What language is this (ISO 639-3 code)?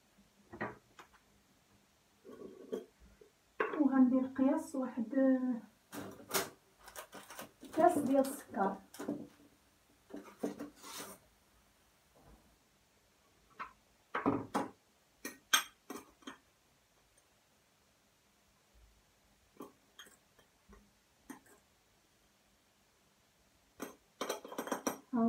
ary